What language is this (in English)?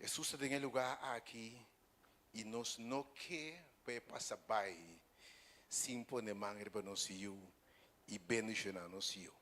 Papiamento